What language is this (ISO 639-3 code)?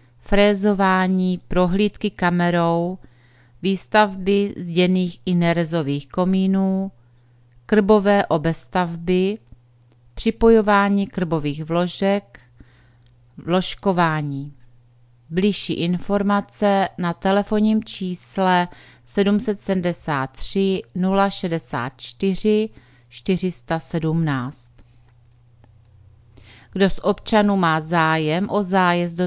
ces